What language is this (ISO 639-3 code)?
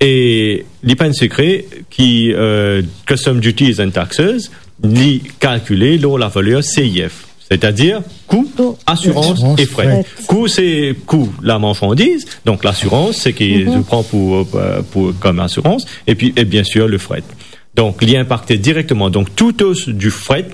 mfe